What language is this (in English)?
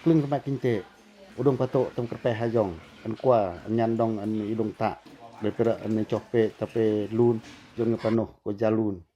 Pacoh